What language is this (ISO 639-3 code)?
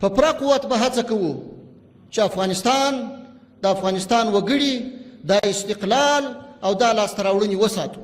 pus